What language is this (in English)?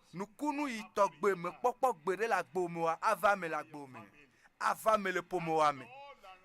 Ewe